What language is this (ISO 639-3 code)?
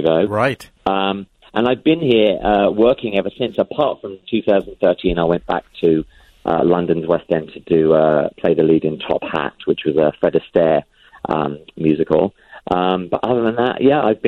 eng